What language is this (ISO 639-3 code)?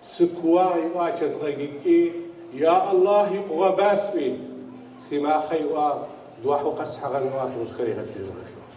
ady